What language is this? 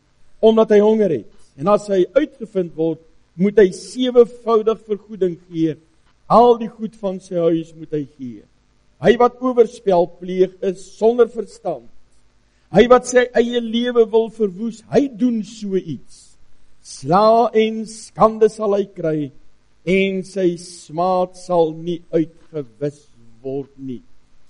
Afrikaans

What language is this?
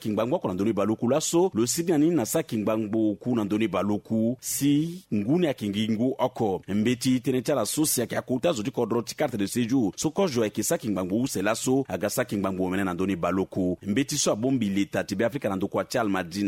Sango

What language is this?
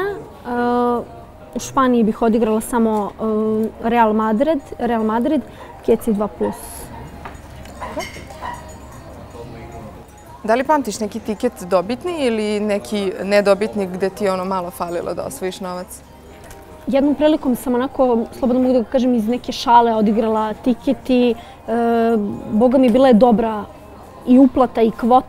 Serbian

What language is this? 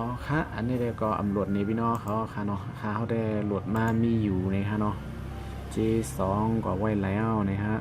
Shan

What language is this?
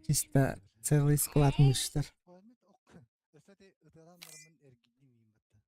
Yakut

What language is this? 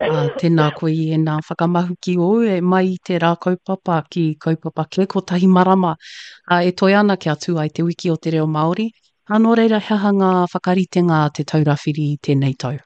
Māori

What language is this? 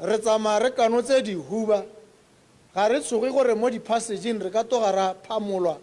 Tswana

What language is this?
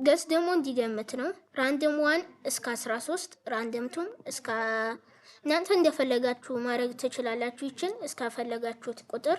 Amharic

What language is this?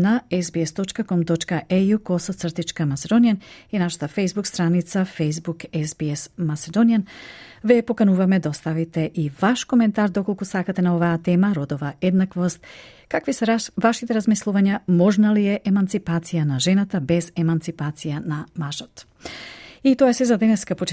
Macedonian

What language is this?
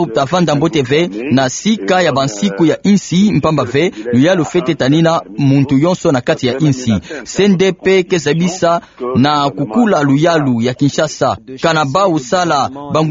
Kituba (Democratic Republic of Congo)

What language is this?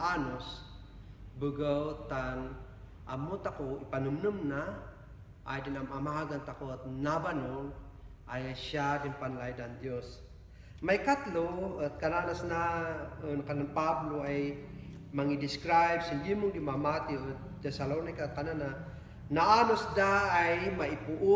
Kankanaey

